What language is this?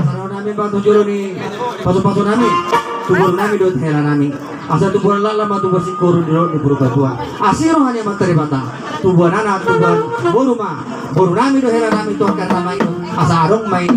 Batak Toba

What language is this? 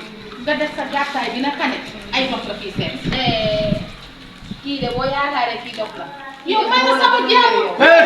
Wolof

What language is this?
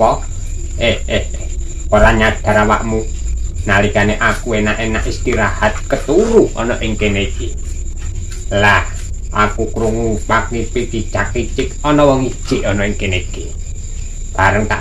Javanese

